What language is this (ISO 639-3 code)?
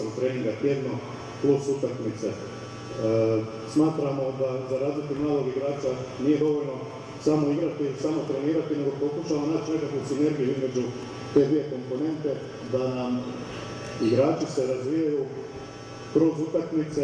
hrv